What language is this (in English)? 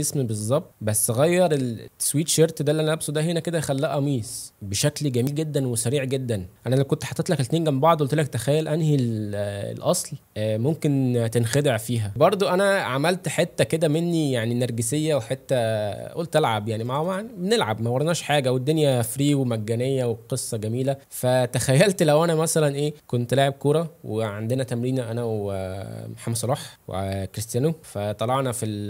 Egyptian Arabic